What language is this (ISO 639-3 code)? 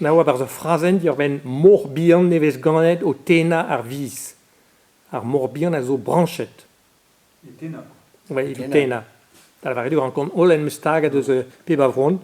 bre